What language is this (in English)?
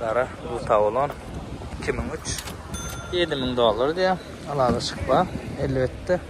Turkmen